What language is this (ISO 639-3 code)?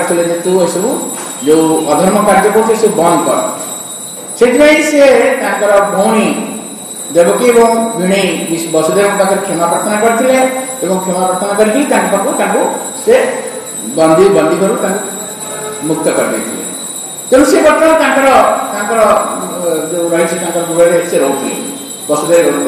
ori